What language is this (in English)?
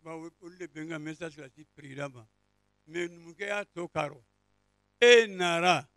Bambara